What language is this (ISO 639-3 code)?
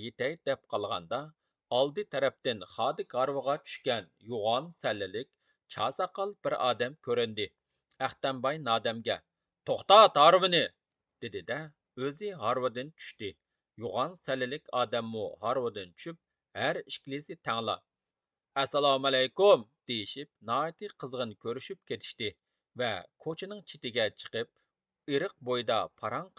uig